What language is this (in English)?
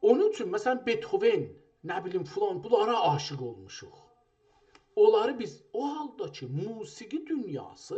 South Azerbaijani